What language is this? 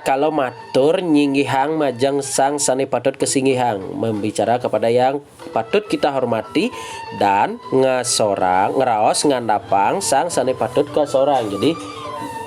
Balinese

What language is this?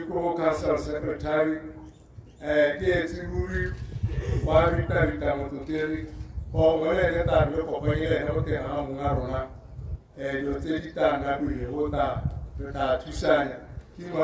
Tswana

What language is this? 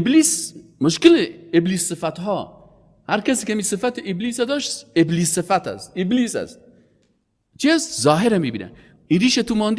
Persian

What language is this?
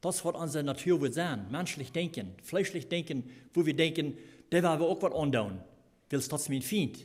Plautdietsch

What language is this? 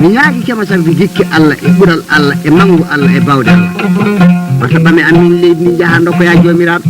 Fula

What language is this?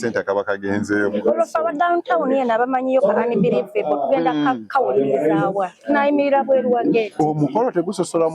Ganda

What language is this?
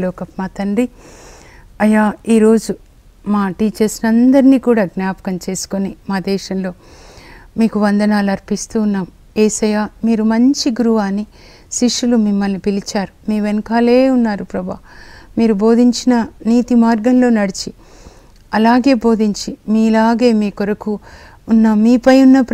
Telugu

